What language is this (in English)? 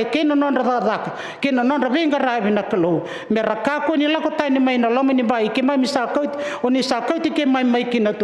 Fijian